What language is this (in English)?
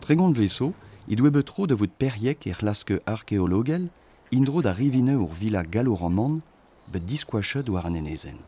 Breton